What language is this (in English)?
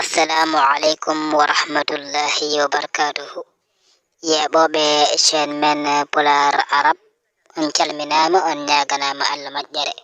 Fula